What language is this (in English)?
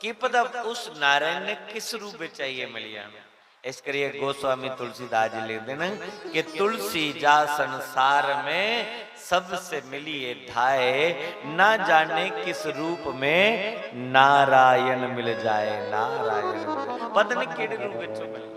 Dogri